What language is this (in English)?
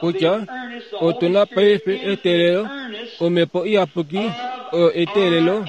Kuanyama